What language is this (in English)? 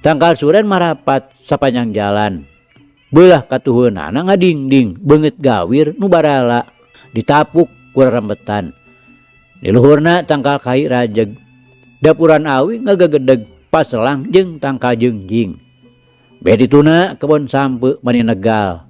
Sundanese